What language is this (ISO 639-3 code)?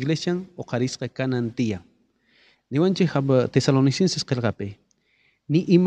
quh